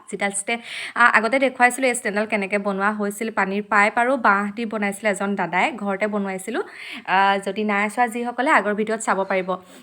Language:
Assamese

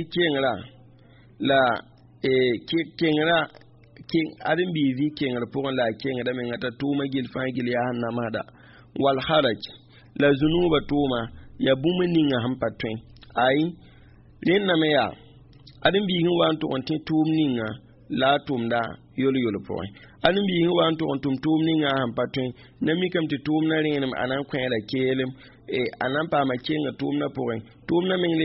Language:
Mossi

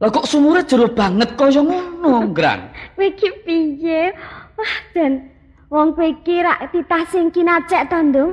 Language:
Javanese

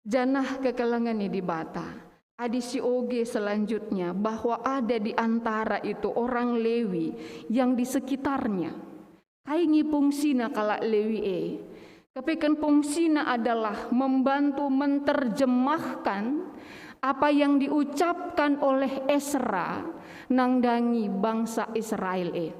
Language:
Batak Karo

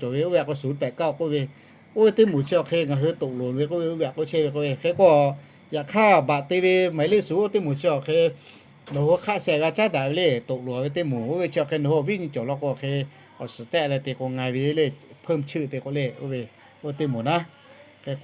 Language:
Lahu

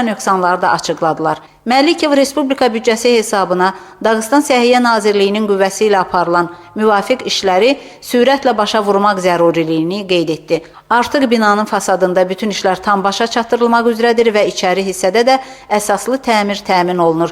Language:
Azerbaijani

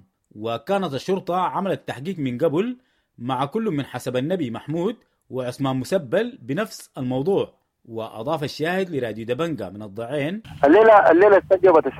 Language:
Sudanese Arabic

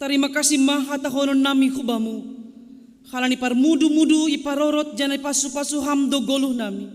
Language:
Batak Simalungun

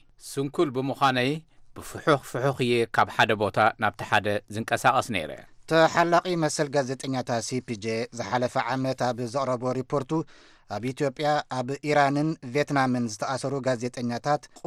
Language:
Tigrinya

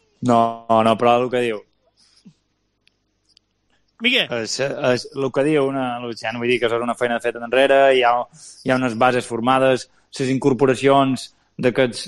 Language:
Catalan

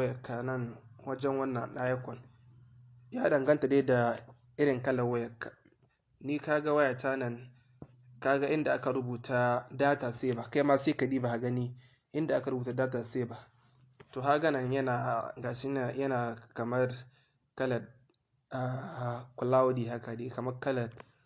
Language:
Hausa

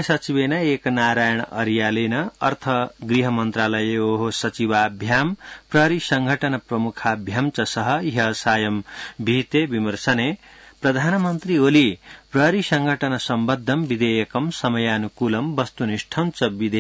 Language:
Sanskrit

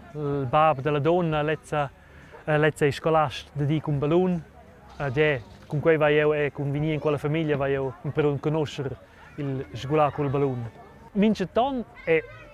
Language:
Romansh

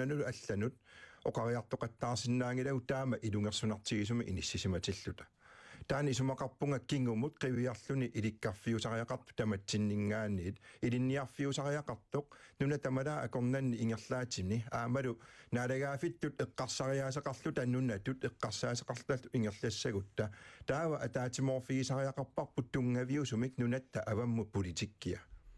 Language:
Kalaallisut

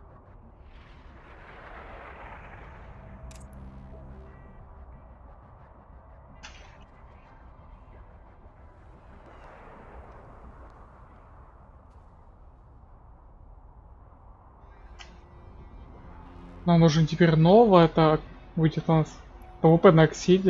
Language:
Russian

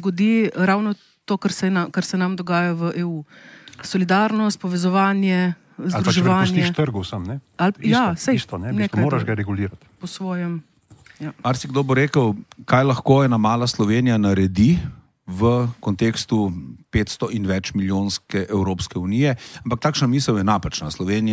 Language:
Slovenian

